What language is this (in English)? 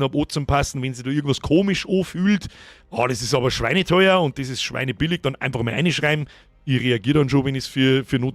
Bavarian